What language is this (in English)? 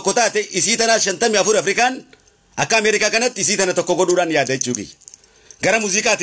Oromo